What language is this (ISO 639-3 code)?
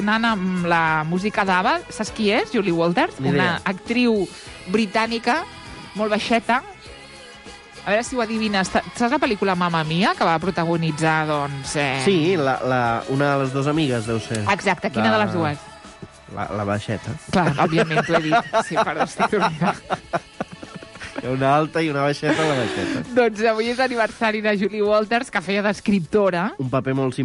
cat